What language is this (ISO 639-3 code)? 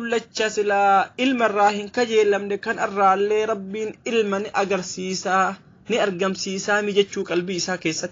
orm